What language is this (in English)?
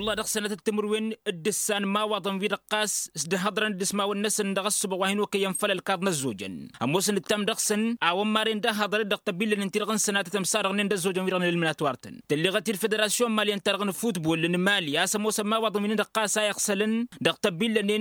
Tamasheq